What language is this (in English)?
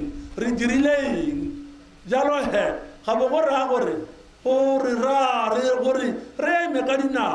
Tswana